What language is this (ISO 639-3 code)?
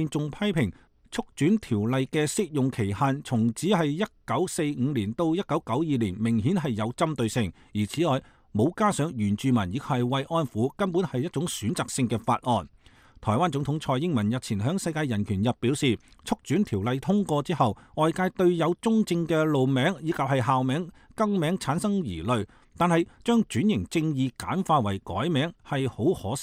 yue